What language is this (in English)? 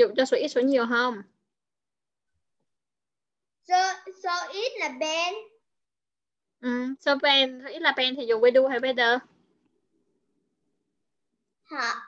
Vietnamese